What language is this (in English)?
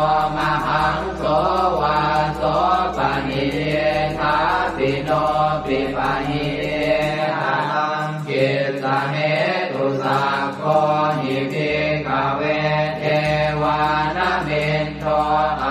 Pali